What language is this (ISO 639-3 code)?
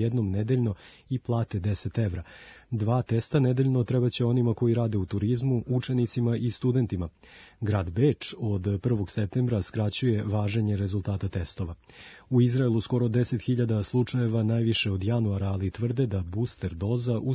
srp